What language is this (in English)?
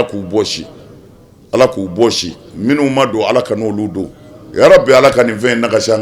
Bambara